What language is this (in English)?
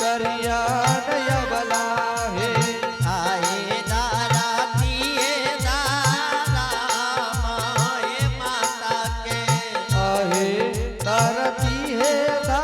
Angika